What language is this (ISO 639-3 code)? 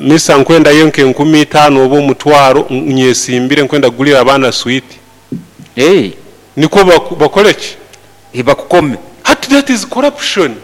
nyo